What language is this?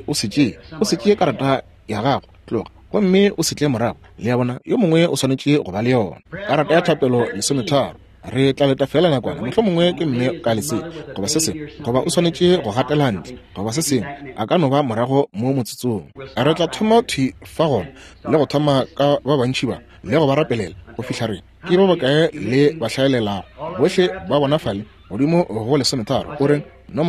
Northern Sotho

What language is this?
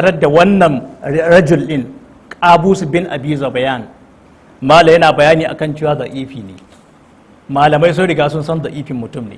Hausa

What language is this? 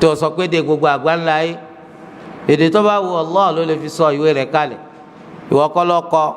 Yoruba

